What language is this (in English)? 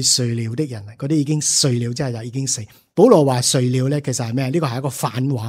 Cantonese